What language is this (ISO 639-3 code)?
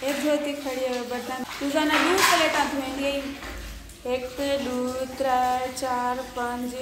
skr